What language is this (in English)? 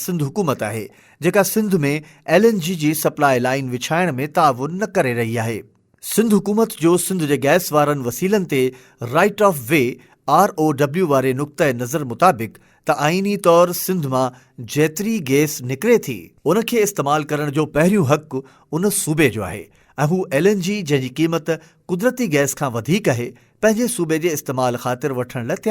Sindhi